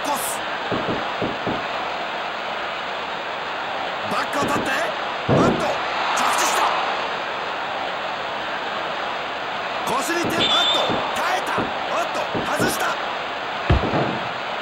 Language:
Japanese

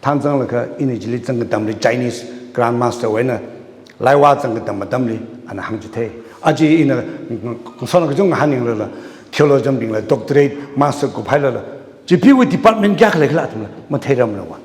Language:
Tangkhul Naga (India)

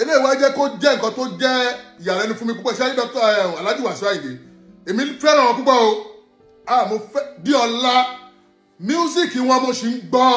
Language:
Yoruba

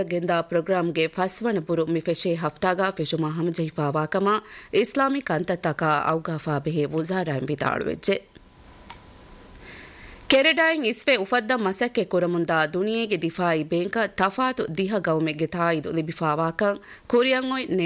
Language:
Divehi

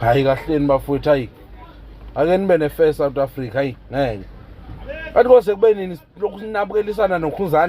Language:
Zulu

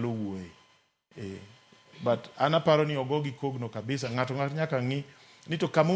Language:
Luo (Kenya and Tanzania)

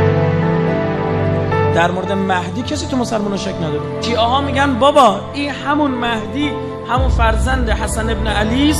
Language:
Persian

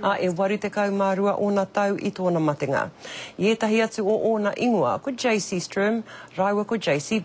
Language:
Māori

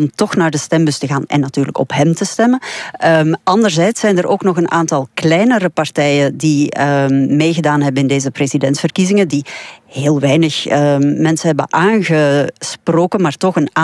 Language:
Dutch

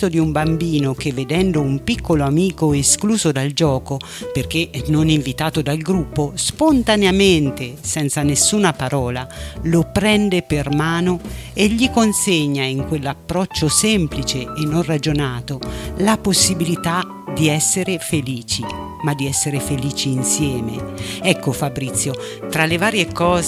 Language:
Italian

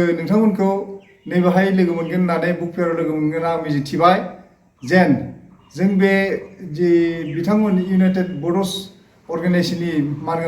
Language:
Bodo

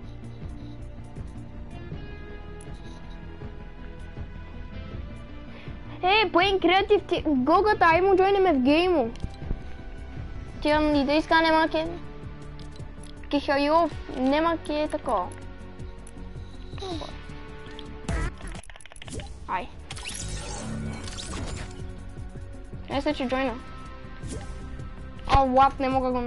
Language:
Bulgarian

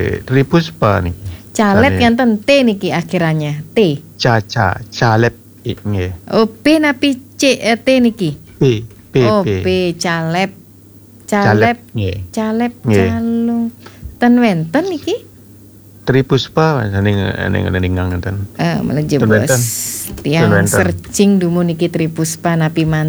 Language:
Balinese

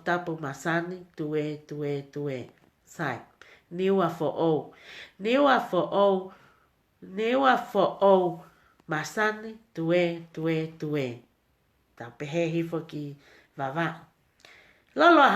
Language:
Tongan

